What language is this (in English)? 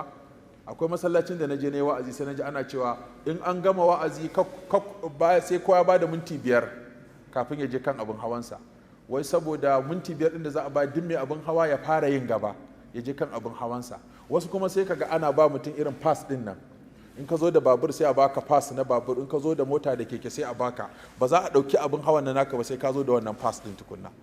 Hausa